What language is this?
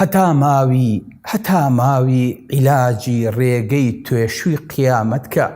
Central Kurdish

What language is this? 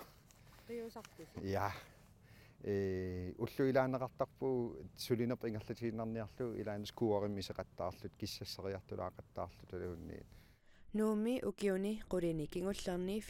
Kalaallisut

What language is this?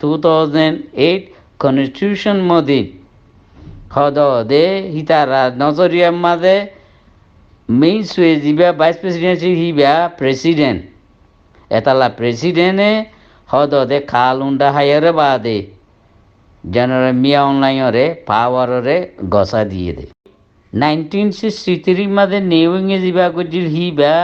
Rohingya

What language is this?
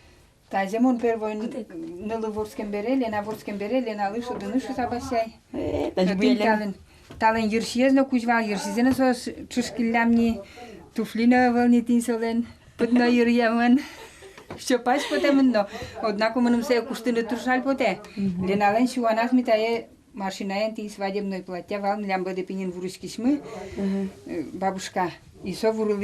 Udmurt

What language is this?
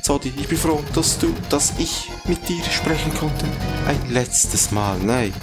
Swiss German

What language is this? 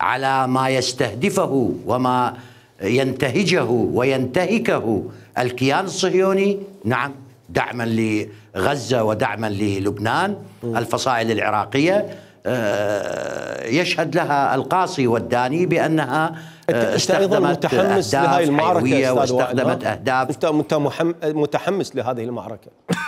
Mesopotamian Arabic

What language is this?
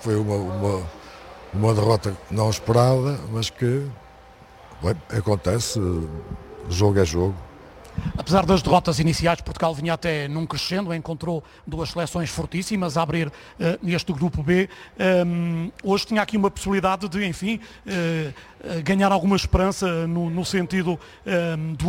Portuguese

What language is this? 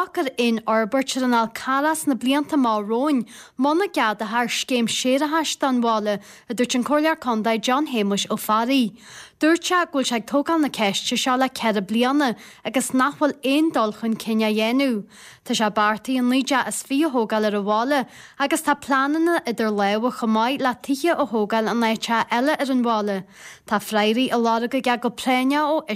Irish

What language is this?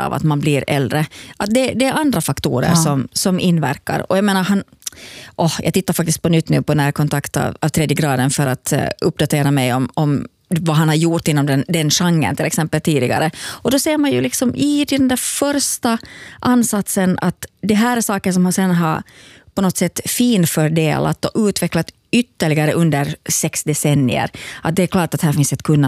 Swedish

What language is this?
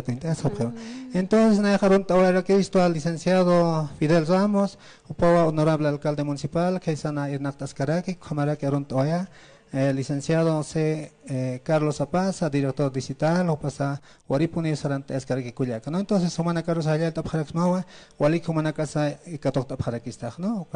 Aymara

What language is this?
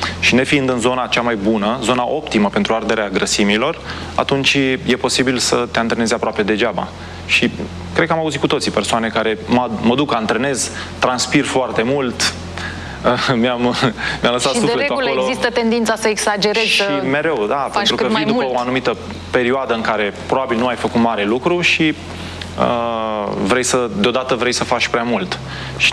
Romanian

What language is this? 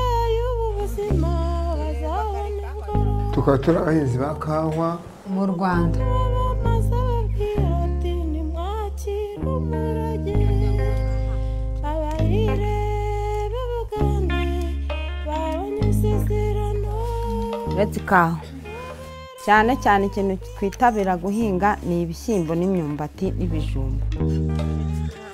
Kinyarwanda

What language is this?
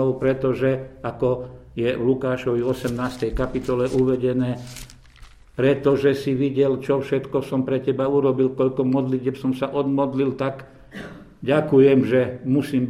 Slovak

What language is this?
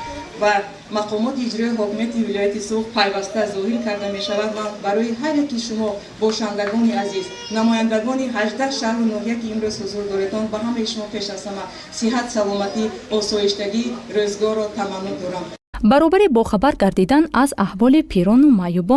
Tajik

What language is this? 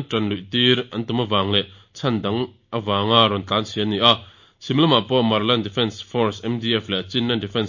Mizo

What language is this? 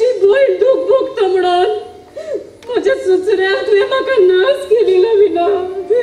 Konkani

